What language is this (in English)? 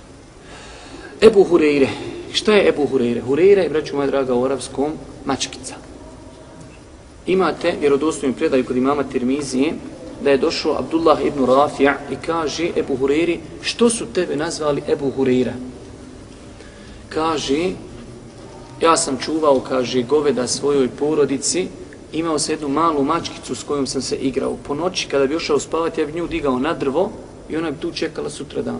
Bosnian